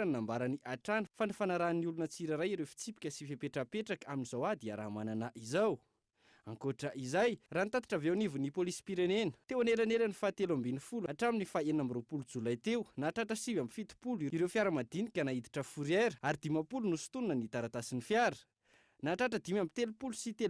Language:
Malagasy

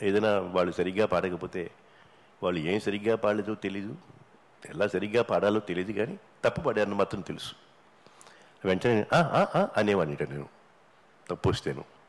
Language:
Telugu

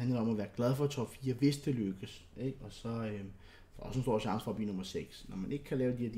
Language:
Danish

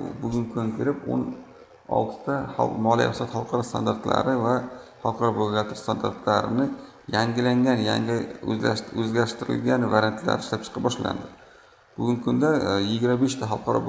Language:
Uzbek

